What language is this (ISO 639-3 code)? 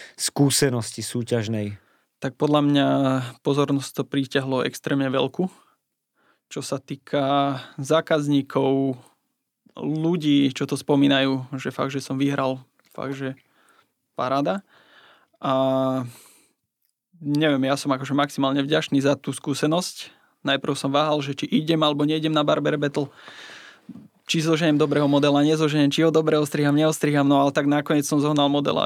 slk